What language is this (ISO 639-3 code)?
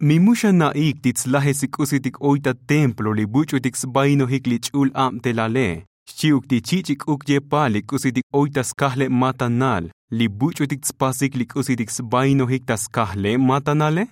tzo